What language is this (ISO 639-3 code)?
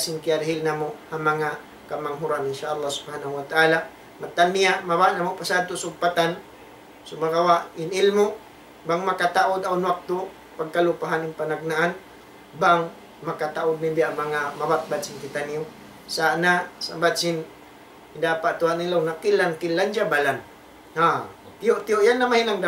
tsg